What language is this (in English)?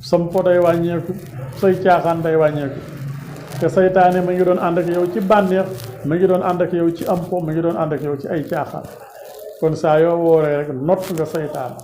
Wolof